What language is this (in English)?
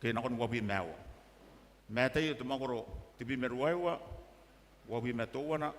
Gilbertese